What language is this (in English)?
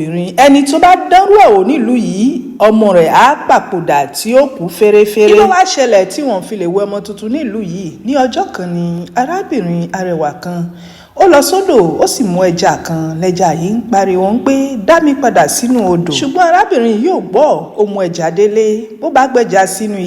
Yoruba